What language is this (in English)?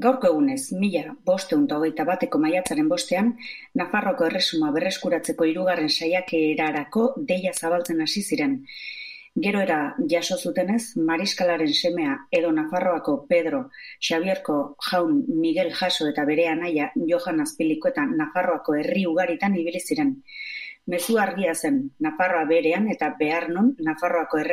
Basque